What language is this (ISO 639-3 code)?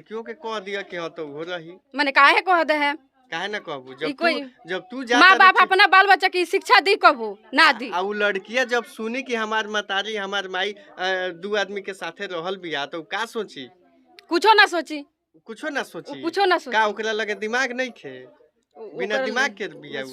bho